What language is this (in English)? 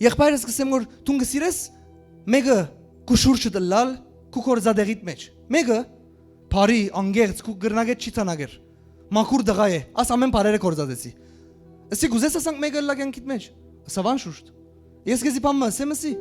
Western Armenian